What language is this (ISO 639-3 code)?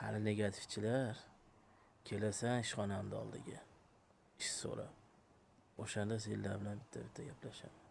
uzb